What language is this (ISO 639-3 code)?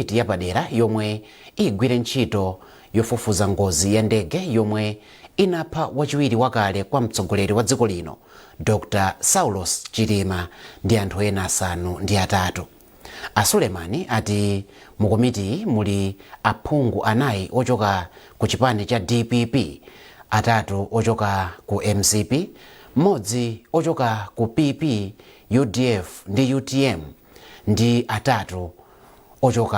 nya